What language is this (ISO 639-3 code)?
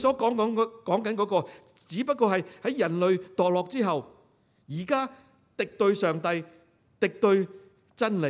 yue